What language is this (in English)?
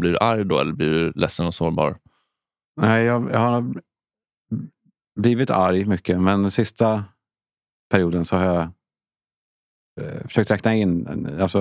Swedish